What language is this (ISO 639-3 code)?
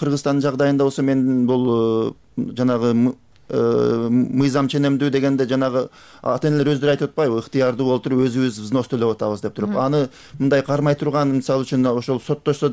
kir